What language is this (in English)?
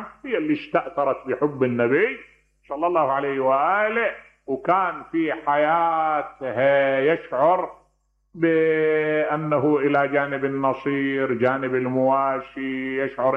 Mesopotamian Arabic